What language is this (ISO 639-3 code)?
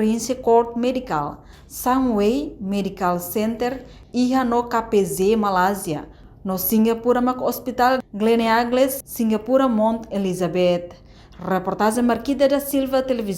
tet